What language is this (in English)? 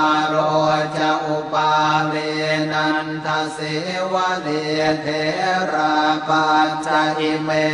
Pali